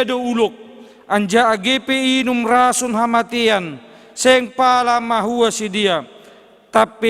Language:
Batak Simalungun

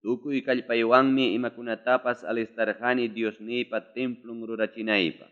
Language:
Ayacucho Quechua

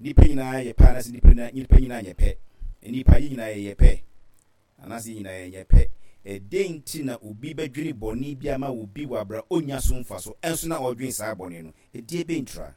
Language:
Akan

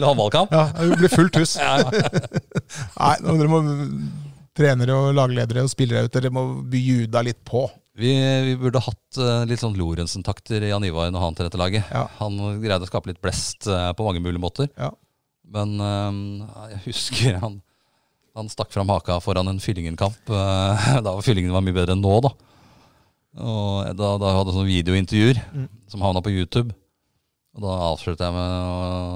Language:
Norwegian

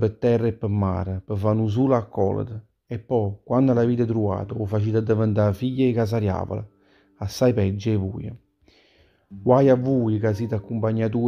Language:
Neapolitan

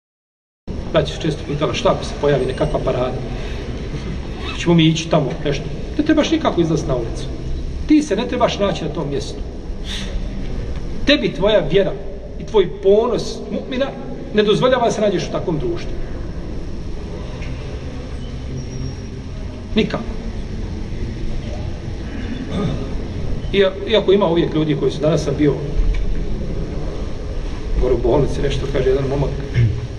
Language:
Bosnian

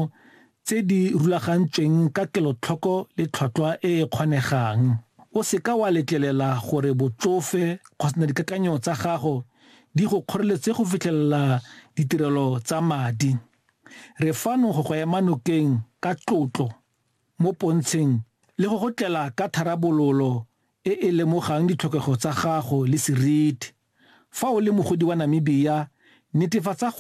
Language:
Tswana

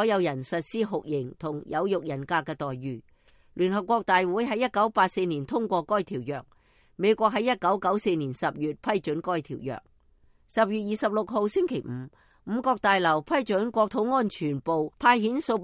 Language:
Cantonese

